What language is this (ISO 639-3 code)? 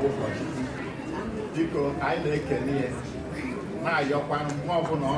ibo